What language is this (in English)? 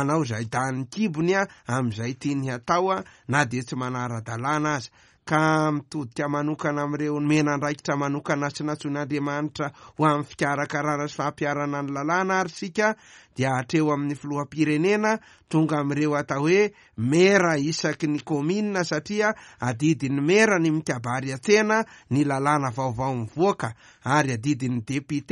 Malagasy